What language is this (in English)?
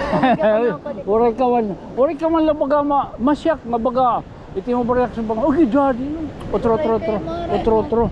Waray